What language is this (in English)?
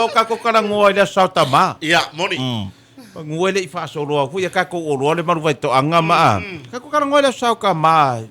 Samoan